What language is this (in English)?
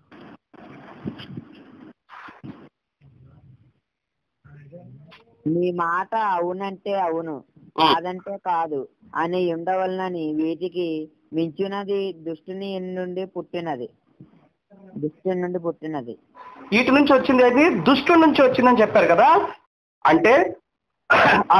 Telugu